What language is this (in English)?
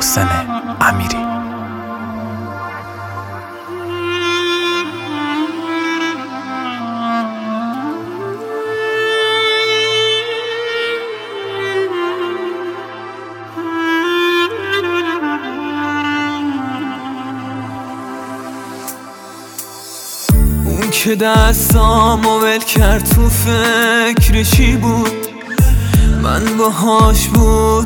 Persian